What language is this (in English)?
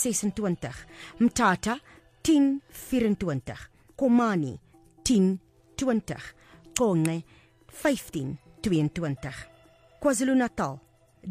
Afrikaans